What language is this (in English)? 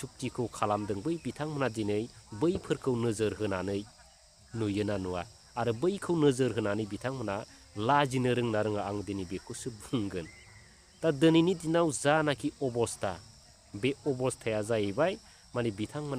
Bodo